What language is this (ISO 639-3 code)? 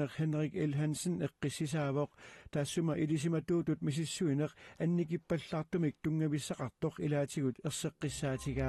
kal